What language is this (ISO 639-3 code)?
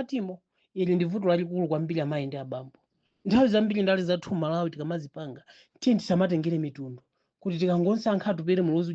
nya